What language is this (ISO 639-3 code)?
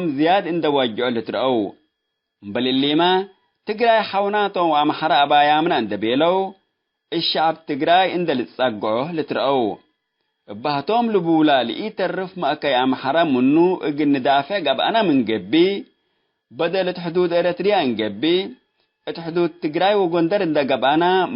tig